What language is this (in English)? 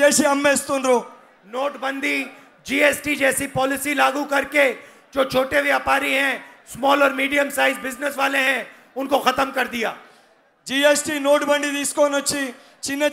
Telugu